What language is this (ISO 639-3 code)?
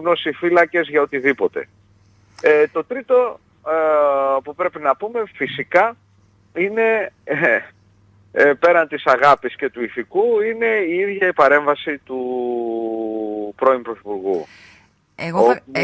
ell